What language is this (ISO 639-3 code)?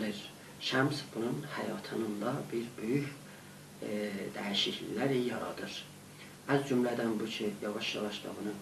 azb